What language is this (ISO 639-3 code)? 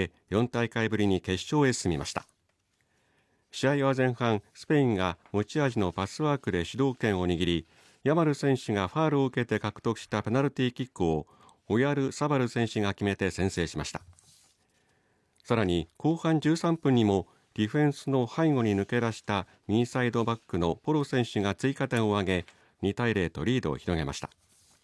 jpn